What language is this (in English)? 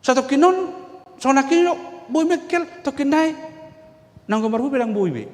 Batak Toba